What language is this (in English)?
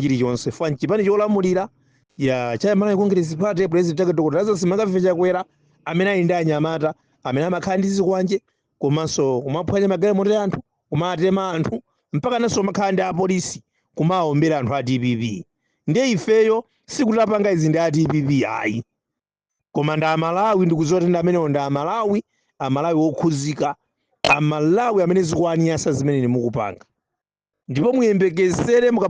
Nyanja